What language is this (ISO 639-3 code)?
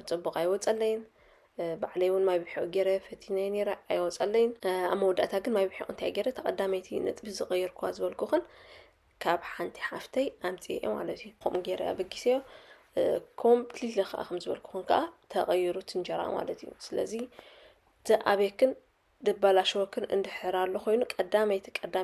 tir